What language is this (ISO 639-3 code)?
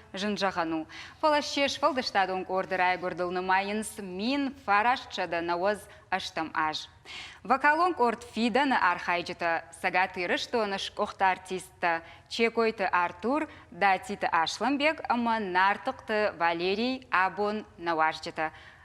oss